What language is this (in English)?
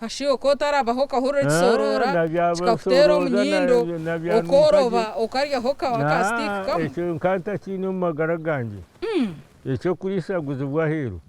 Nyankole